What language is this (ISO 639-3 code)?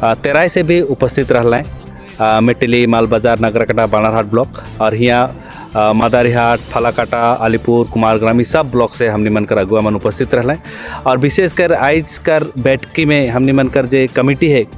sck